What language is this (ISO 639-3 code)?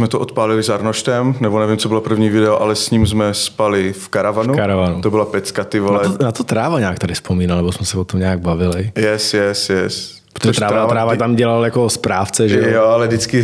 ces